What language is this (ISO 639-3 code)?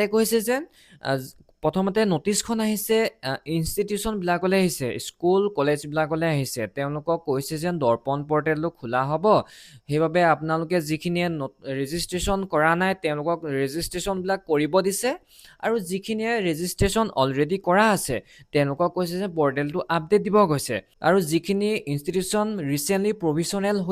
asm